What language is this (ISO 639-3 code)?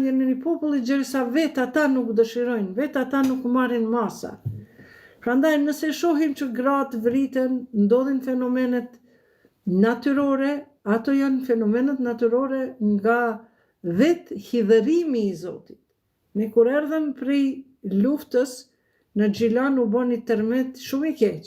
sqi